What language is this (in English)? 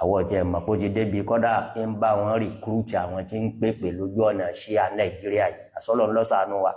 Yoruba